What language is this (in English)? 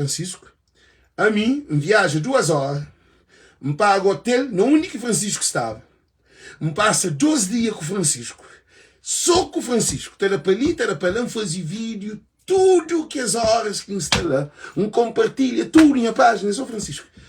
Kabuverdianu